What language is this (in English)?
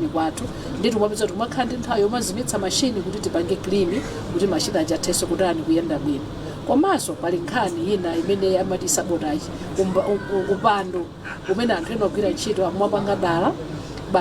Nyanja